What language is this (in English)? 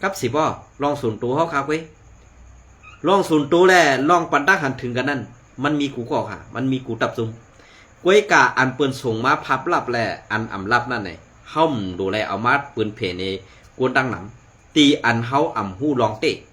Shan